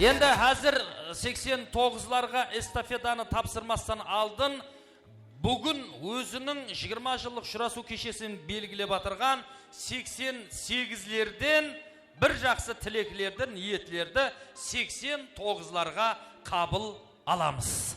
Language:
Kara-Kalpak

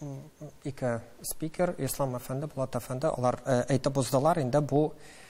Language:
Tatar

